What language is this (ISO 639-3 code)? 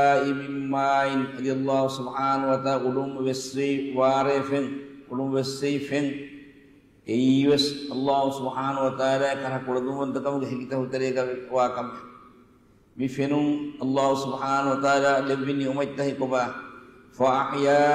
div